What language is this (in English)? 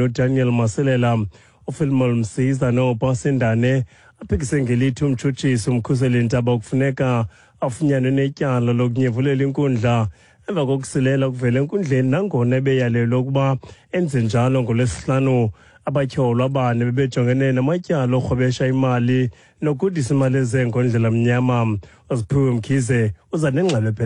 Xhosa